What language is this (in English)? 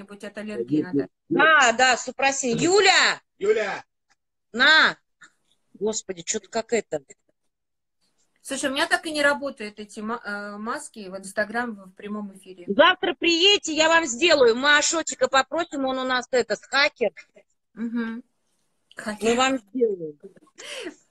Russian